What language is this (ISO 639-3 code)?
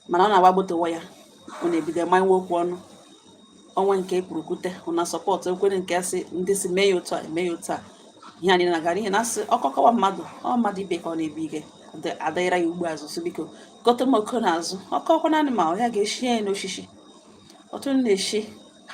ibo